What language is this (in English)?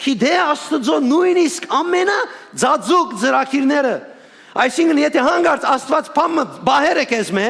Western Armenian